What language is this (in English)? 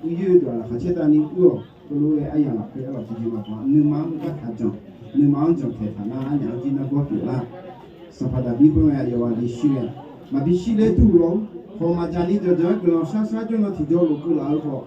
Akha